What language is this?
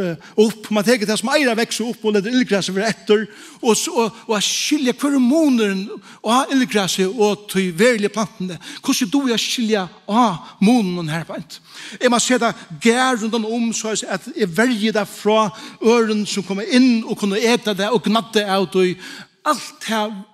Faroese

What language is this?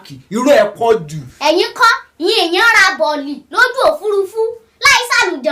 Yoruba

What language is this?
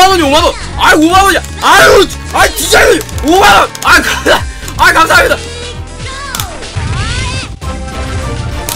Korean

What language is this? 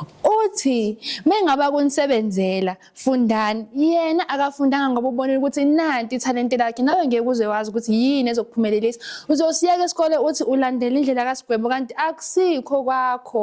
Zulu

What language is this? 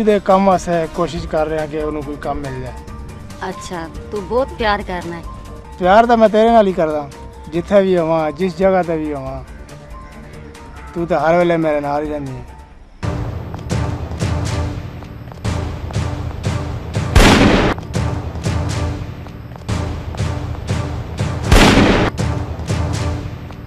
Punjabi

